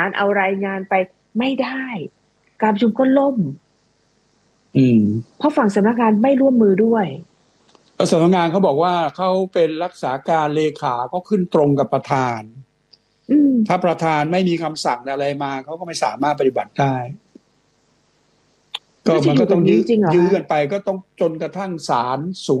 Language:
Thai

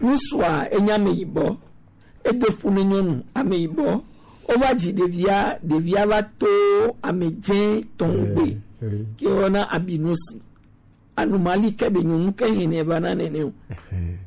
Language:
Gen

